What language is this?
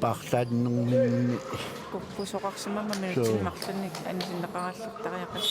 Kalaallisut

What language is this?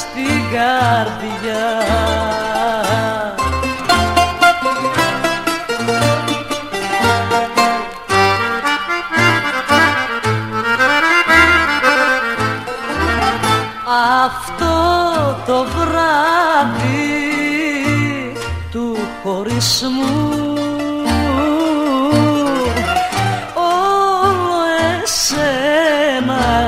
Greek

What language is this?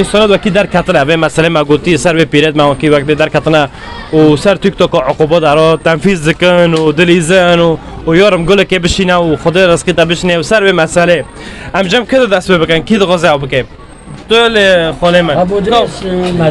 Kurdish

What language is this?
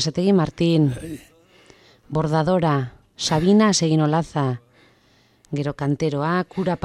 Basque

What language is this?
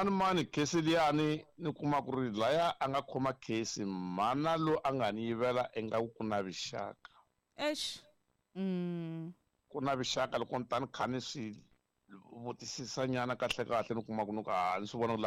Tsonga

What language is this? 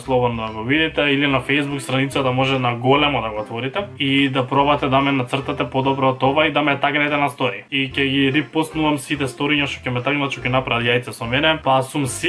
Macedonian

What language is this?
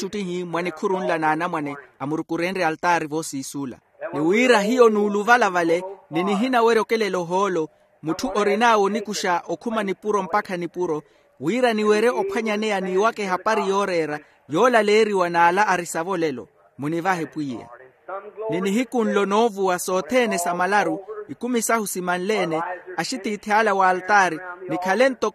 Makhuwa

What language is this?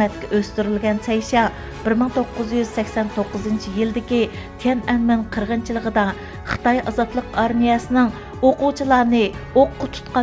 Uyghur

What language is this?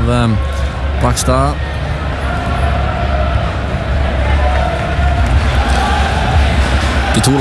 Norwegian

